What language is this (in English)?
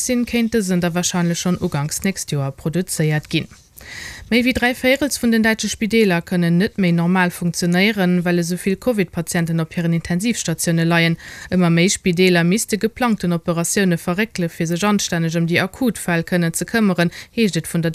Luxembourgish